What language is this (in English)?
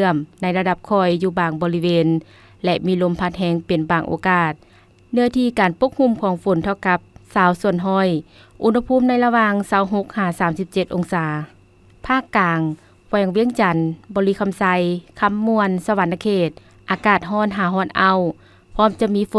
Lao